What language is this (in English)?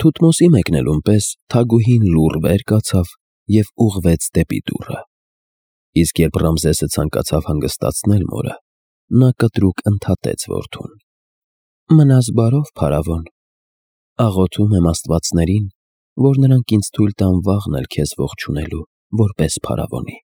Armenian